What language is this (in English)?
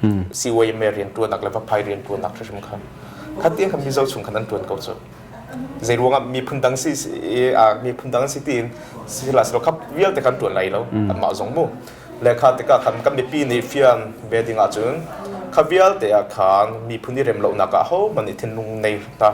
Hakha Chin